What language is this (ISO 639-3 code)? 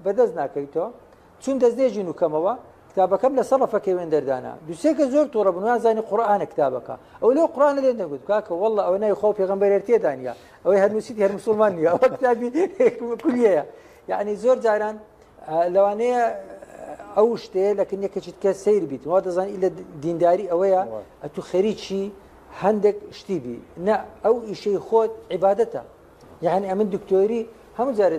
ckb